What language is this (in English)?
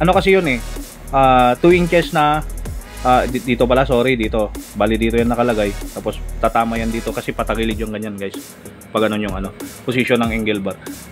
Filipino